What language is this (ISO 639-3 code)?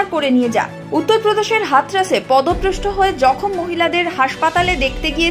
ben